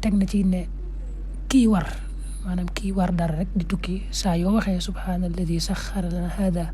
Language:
Wolof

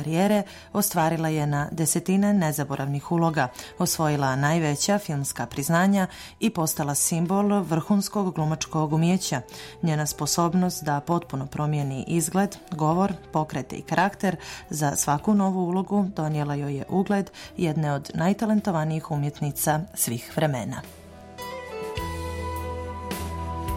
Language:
Bosnian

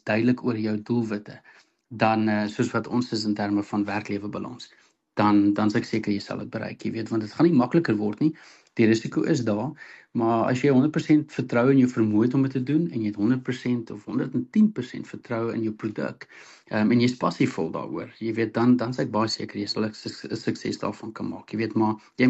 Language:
Afrikaans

